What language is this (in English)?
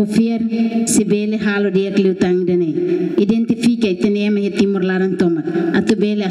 Tetum